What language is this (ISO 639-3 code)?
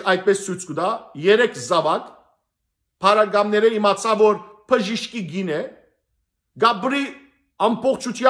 hyw